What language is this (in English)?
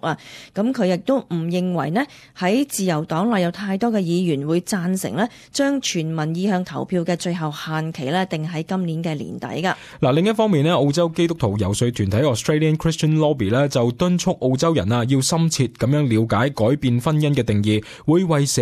Cantonese